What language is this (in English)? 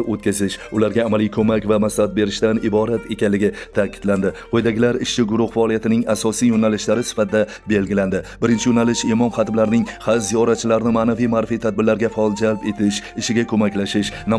Uzbek